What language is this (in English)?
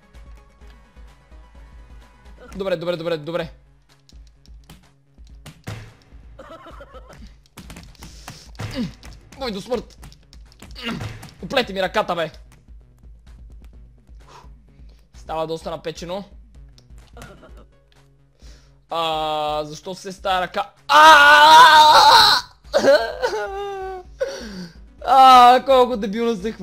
Bulgarian